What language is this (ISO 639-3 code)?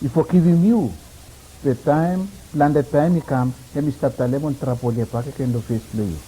bis